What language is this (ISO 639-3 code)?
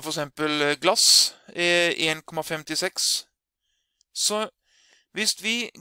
nor